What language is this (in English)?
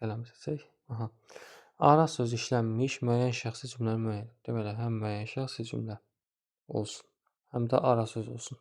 Azerbaijani